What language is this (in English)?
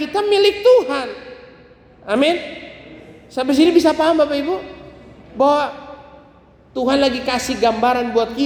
Indonesian